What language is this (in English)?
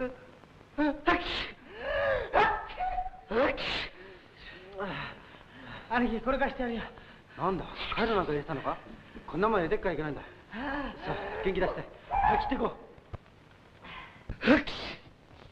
Japanese